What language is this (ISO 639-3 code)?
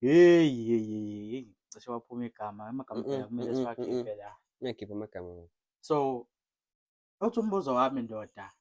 zul